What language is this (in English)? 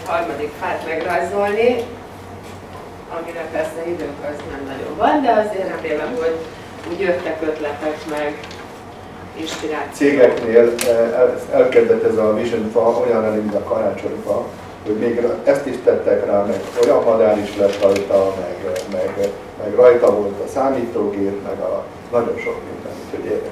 Hungarian